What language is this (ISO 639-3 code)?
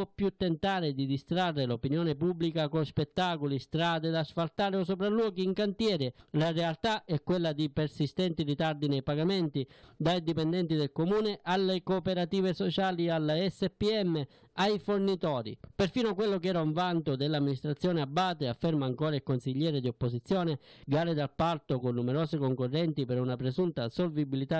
ita